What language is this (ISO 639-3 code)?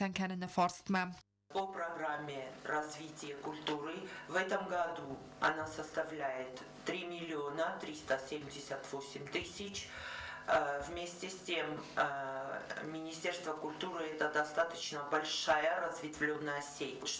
oss